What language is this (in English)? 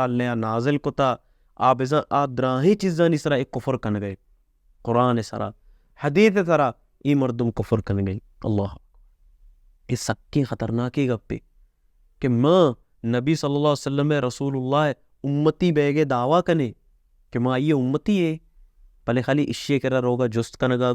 Baluchi